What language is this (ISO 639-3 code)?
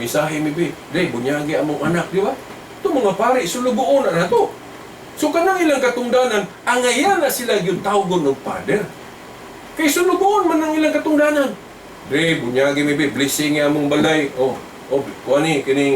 ceb